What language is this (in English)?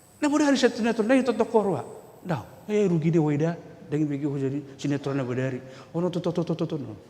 Batak Toba